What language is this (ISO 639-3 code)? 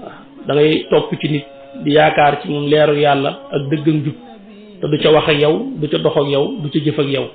wol